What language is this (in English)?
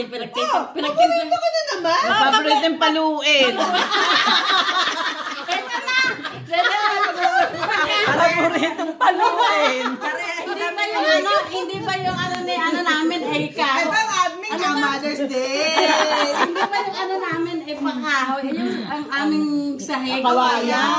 Filipino